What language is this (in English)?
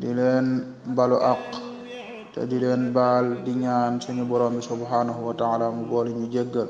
Wolof